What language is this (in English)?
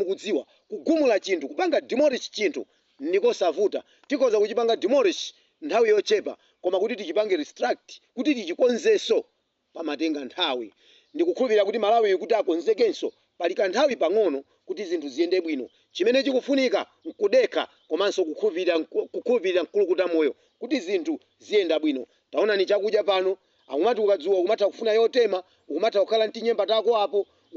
Nyanja